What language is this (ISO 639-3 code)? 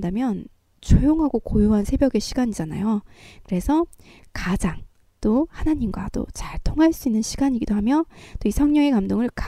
kor